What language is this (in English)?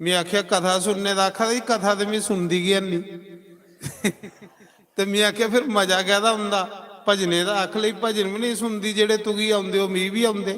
Dogri